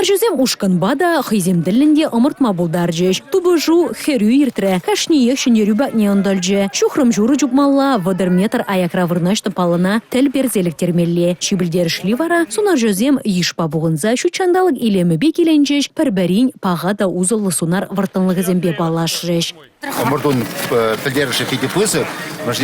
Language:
Chuvash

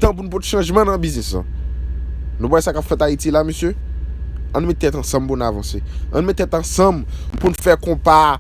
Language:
Haitian Creole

